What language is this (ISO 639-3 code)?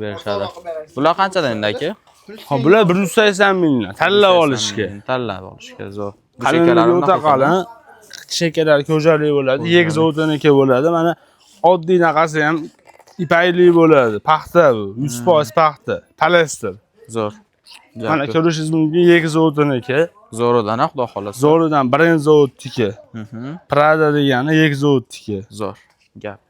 uzb